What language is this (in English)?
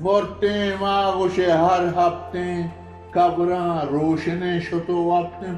Eastern Balochi